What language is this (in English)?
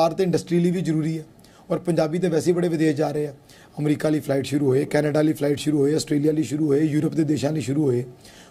Punjabi